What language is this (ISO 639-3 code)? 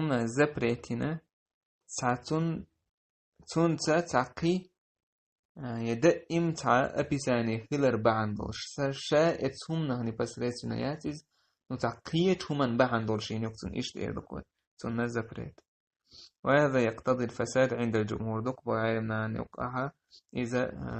che